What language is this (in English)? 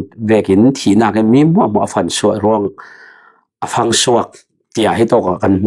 Falam Chin